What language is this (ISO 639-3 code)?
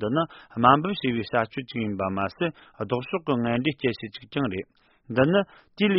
bod